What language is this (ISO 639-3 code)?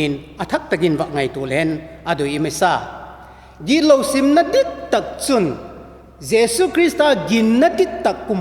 vap